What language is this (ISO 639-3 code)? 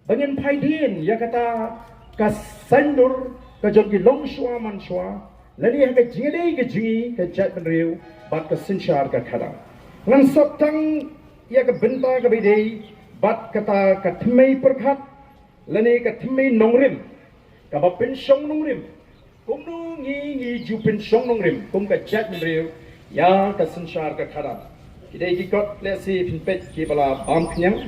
kha